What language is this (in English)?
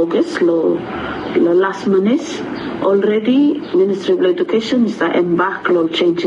Bislama